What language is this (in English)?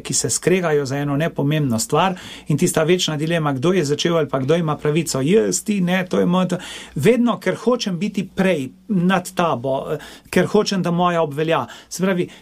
Slovenian